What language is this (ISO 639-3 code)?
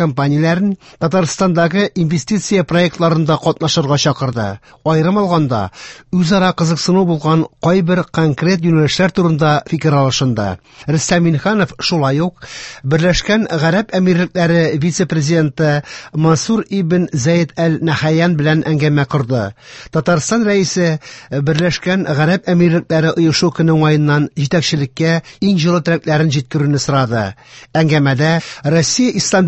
tat